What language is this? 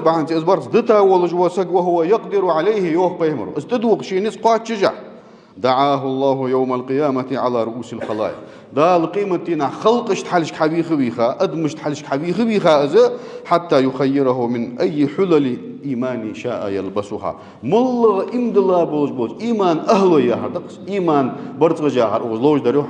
Ingush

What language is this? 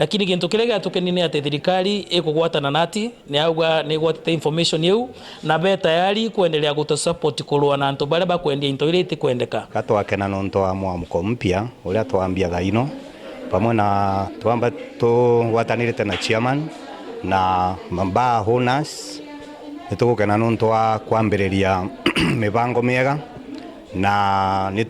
Meru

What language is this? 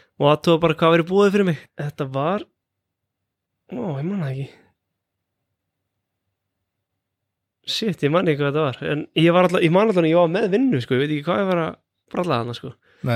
Icelandic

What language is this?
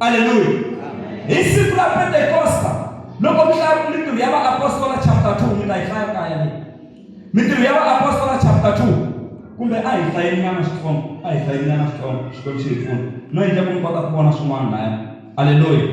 Tsonga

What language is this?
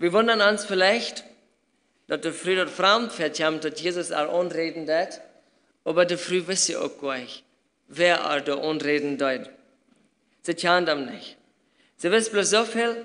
Plautdietsch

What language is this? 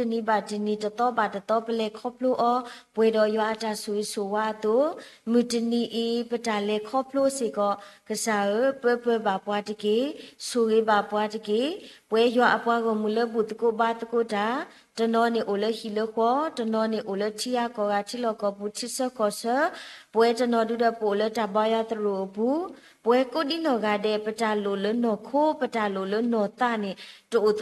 S'gaw Karen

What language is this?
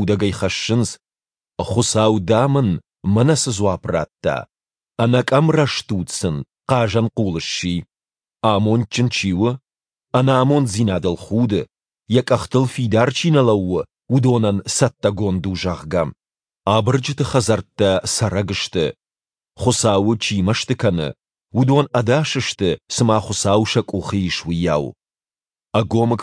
Ossetic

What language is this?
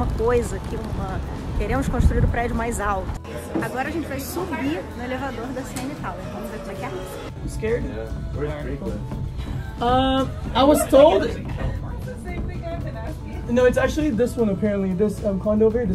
Portuguese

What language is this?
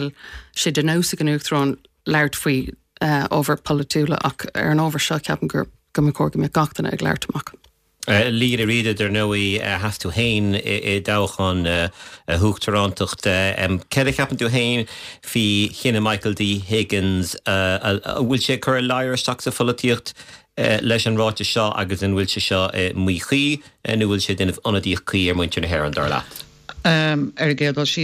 Irish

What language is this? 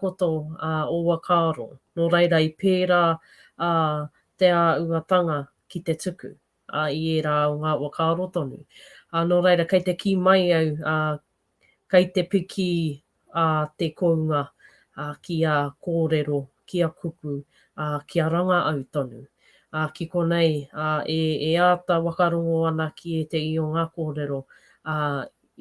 Māori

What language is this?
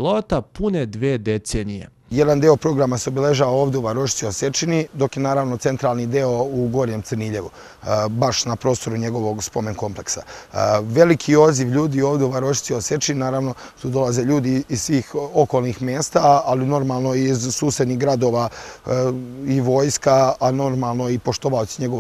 Serbian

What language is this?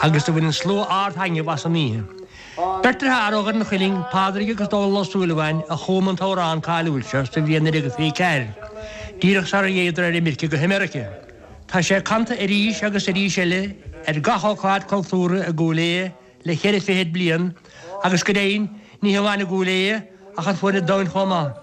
Irish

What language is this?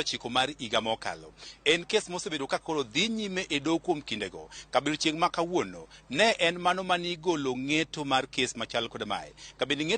Luo (Kenya and Tanzania)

